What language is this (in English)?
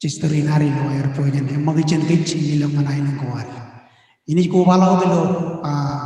Marshallese